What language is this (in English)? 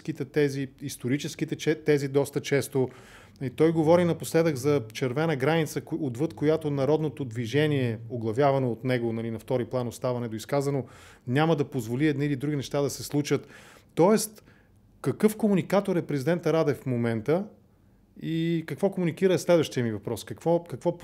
Bulgarian